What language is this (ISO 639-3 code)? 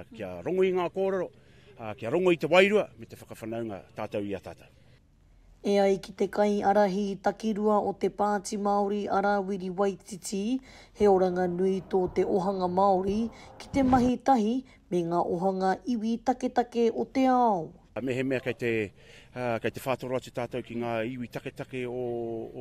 mri